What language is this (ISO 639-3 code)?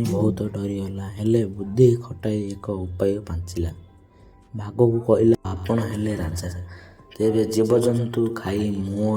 ori